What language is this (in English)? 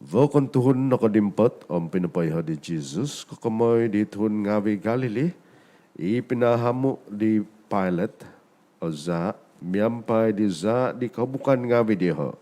Central Dusun